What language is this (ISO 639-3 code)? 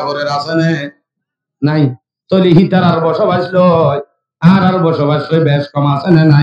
rhg